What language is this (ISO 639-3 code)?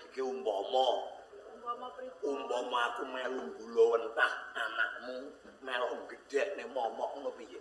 jav